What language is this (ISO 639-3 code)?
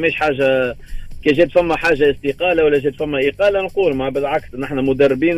aeb